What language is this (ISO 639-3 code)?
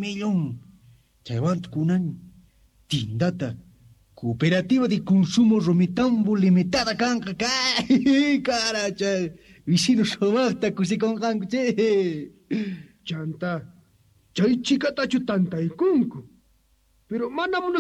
que